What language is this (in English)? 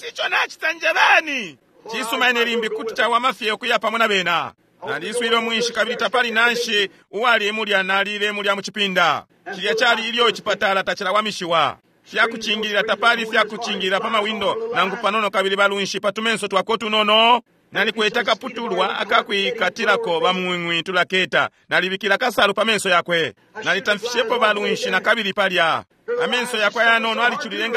Bemba